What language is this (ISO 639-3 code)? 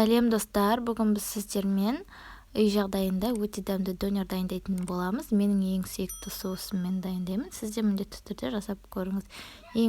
kaz